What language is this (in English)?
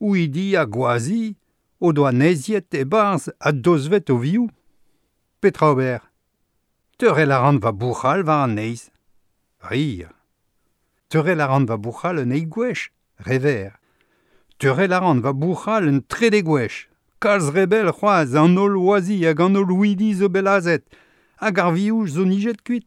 Breton